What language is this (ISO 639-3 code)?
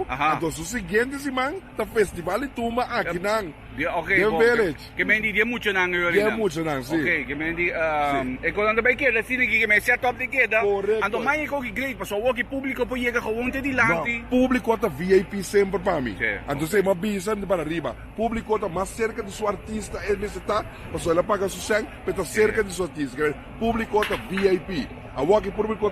pap